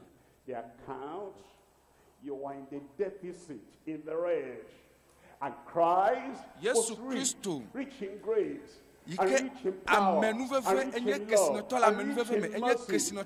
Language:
Ewe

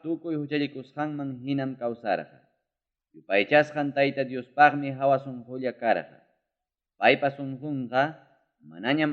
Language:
Ayacucho Quechua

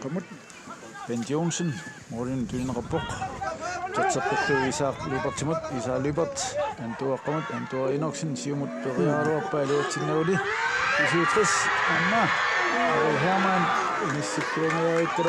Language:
Kalaallisut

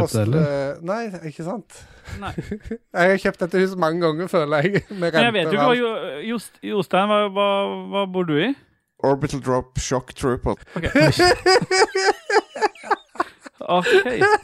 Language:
Norwegian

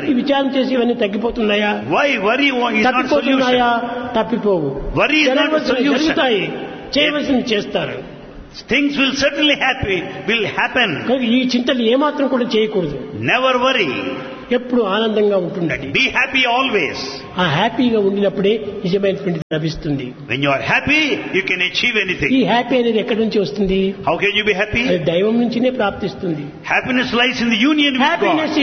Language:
Telugu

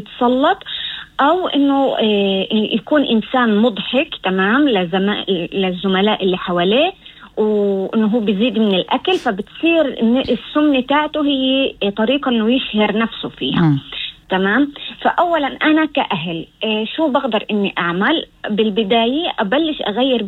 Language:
North Levantine Arabic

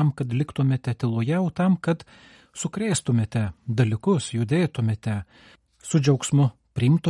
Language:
Lithuanian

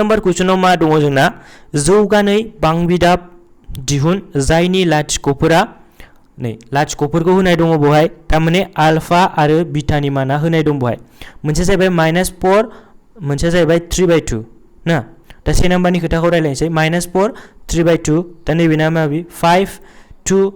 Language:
Bodo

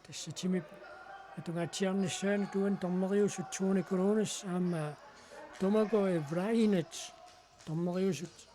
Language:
Kalaallisut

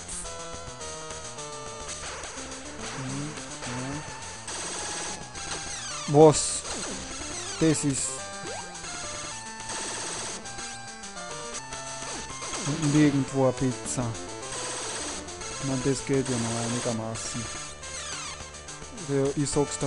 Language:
German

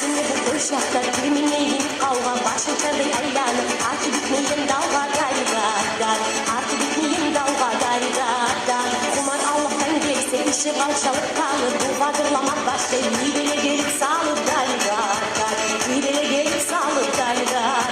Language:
Kumyk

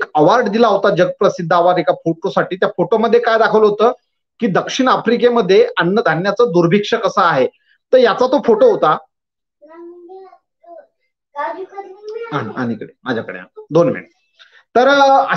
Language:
Marathi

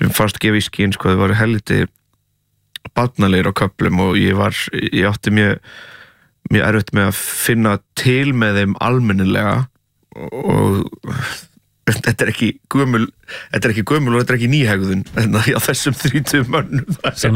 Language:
Icelandic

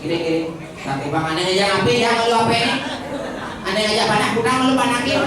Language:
Balinese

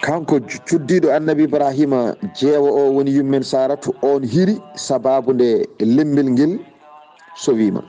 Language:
Fula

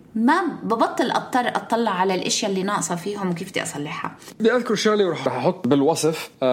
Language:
North Levantine Arabic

